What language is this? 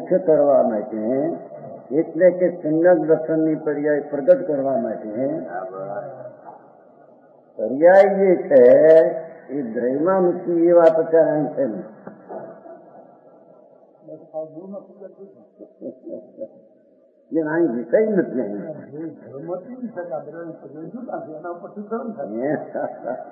Gujarati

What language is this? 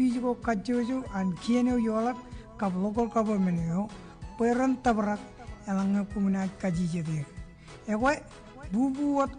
Marshallese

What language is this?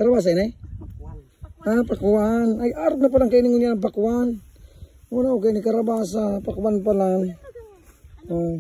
Bikol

